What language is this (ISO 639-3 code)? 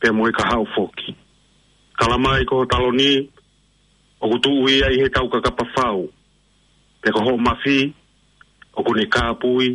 ton